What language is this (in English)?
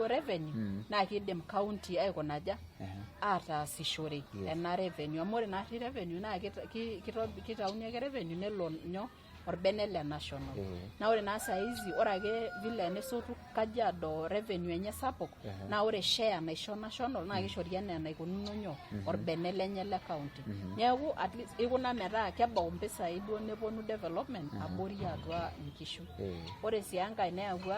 Masai